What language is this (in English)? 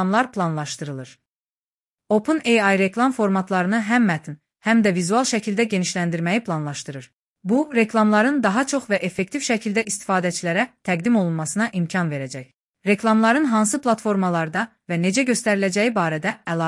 Azerbaijani